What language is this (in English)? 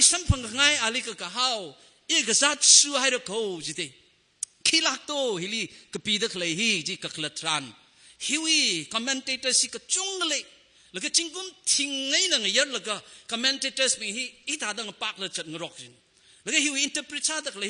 Tangkhul Naga (India)